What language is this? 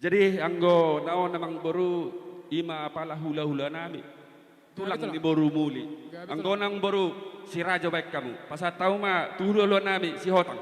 Batak Toba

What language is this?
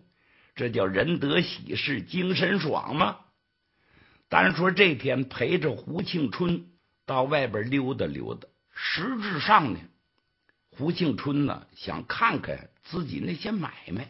Chinese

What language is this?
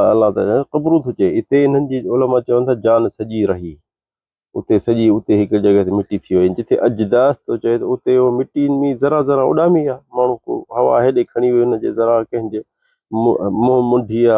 Sindhi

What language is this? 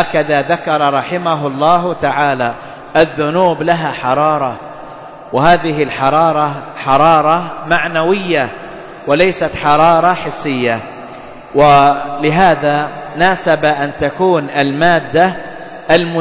Arabic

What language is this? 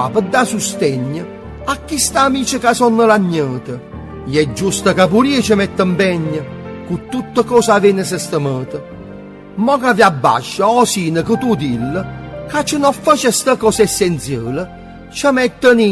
Neapolitan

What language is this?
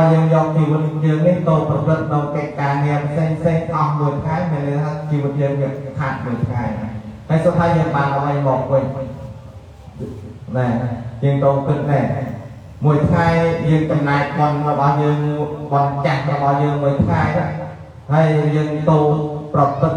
Khmer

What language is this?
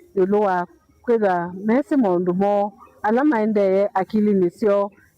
Kamba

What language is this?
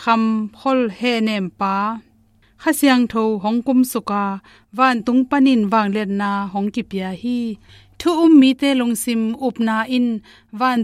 Tedim Chin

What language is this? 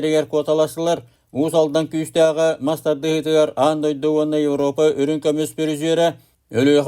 Yakut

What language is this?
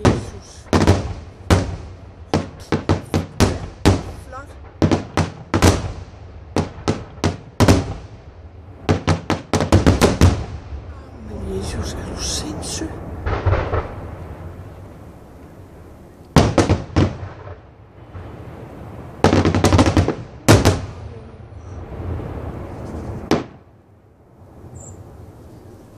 Danish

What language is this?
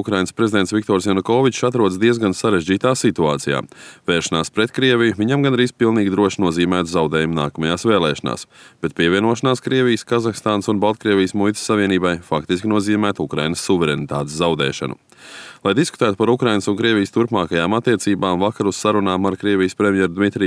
Latvian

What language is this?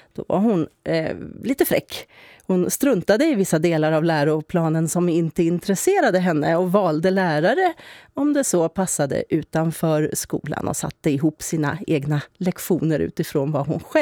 Swedish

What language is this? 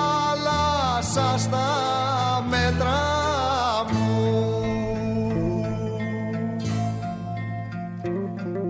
Greek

